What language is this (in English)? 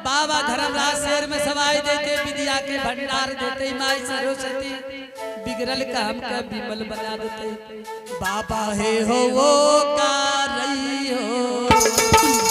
Angika